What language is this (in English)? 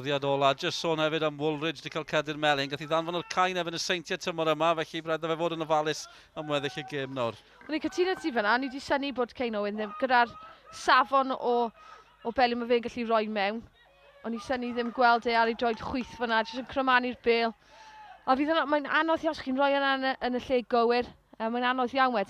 Welsh